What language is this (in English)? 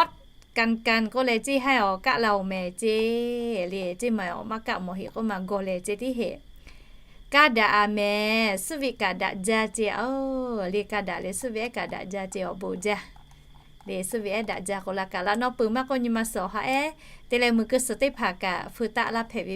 Lahu